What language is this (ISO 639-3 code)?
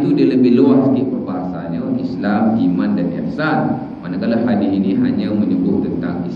msa